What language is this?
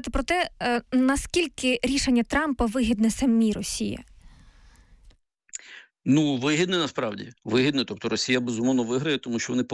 Ukrainian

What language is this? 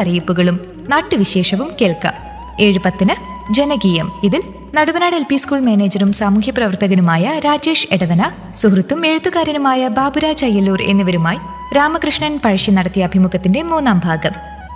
Malayalam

